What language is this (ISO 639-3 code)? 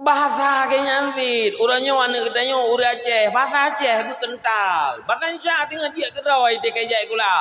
ace